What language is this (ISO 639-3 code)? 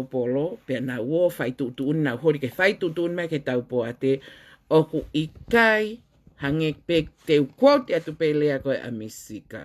ton